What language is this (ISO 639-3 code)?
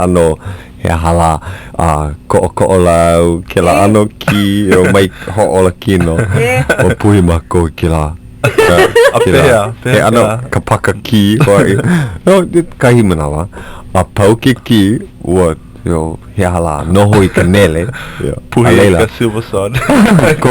haw